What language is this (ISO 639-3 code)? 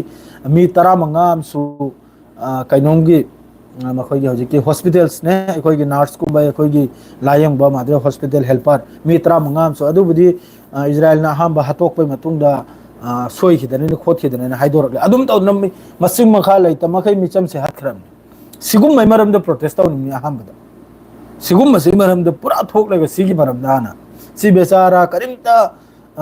mni